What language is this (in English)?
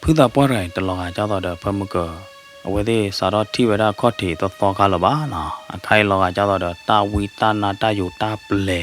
S'gaw Karen